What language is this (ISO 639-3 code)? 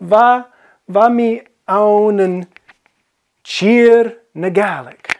gla